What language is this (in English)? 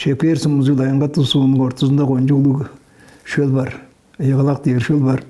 Tuvinian